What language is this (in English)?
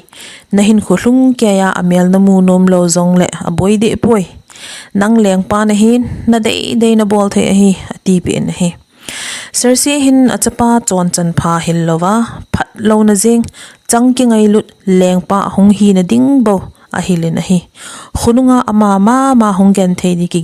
Thado Chin